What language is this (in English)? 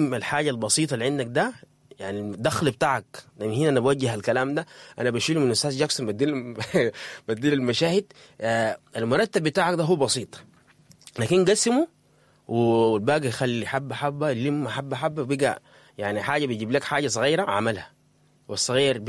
Sudanese Arabic